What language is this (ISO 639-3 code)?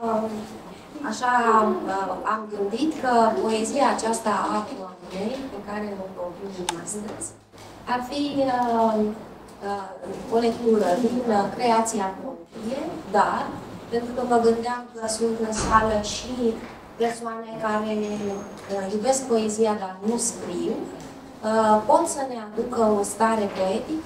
ron